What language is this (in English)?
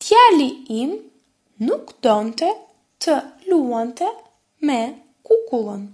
Albanian